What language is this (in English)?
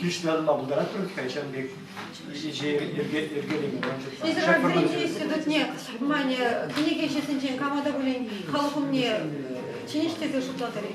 Chuvash